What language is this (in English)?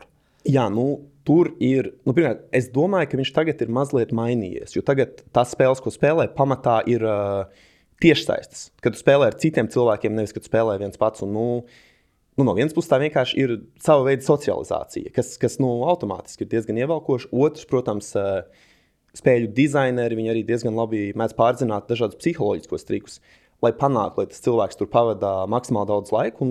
Latvian